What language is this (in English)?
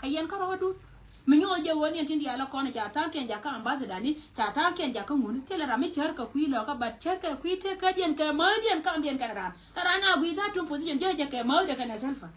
Nuer